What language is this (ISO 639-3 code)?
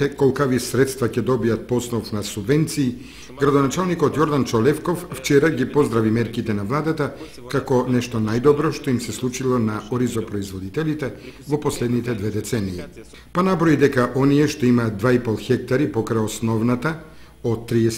mkd